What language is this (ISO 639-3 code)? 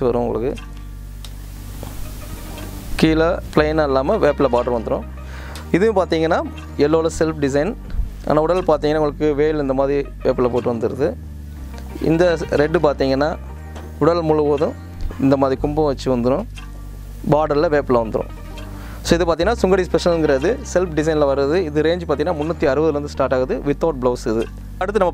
tam